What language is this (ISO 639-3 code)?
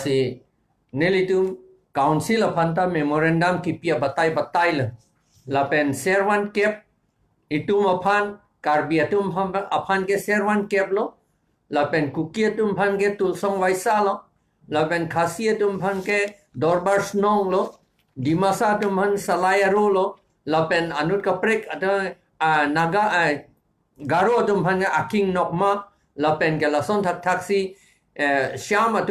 mjw